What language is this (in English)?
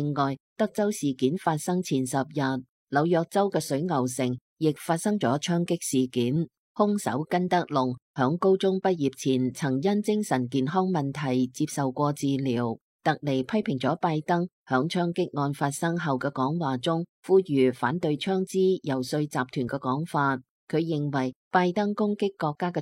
Cantonese